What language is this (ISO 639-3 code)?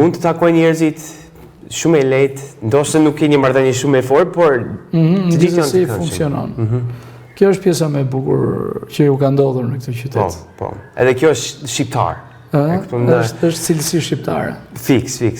sqi